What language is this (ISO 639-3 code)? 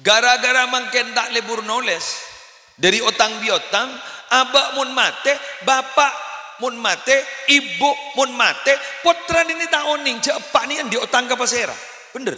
mad